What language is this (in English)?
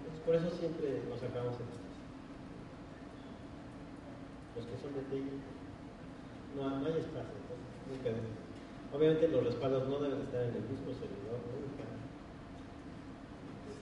Spanish